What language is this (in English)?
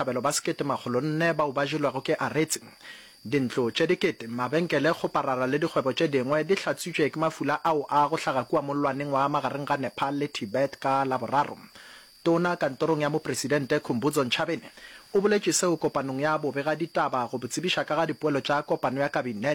Northern Sotho